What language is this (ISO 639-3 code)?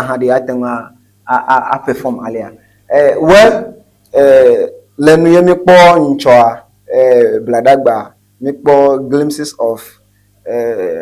ewe